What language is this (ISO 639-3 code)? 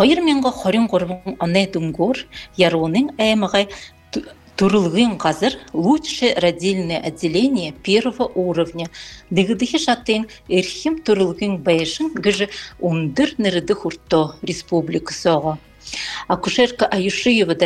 bua